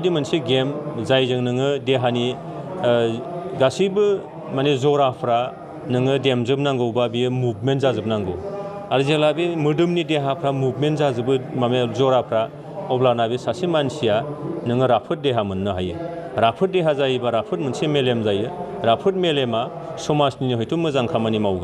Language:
Bodo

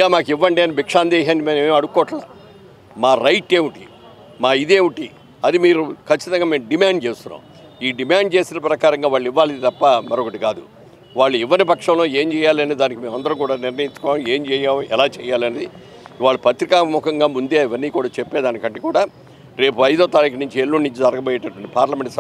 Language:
Telugu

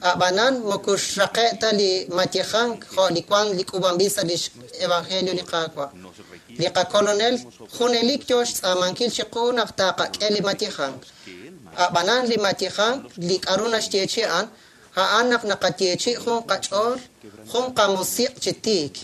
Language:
Kekchí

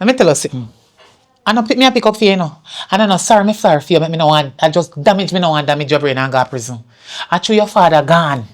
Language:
Jamaican Creole English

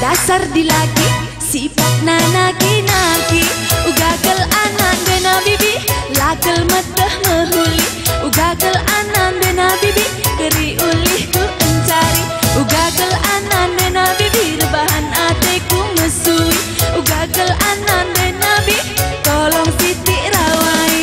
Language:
Batak Karo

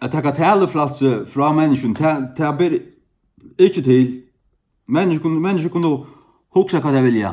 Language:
Faroese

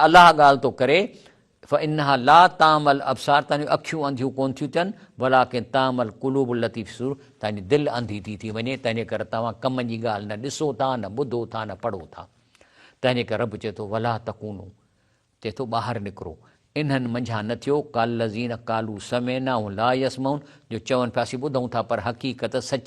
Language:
Sindhi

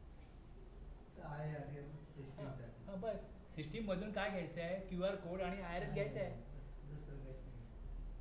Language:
Marathi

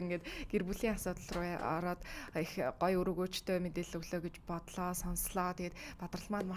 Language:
Mongolian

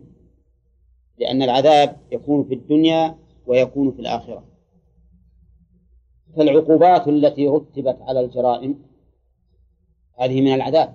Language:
Arabic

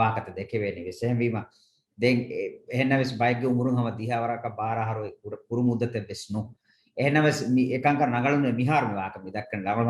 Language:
Divehi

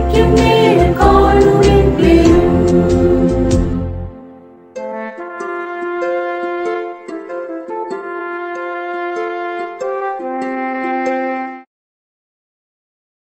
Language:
Malayalam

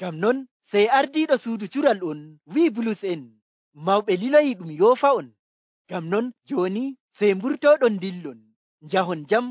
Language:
Nigerian Fulfulde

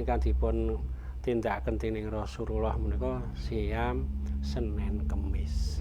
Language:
Javanese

